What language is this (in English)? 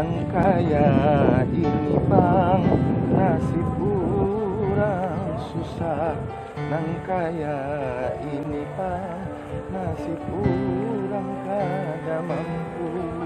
Banjar